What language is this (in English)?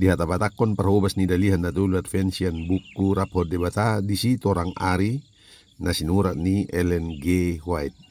Batak Toba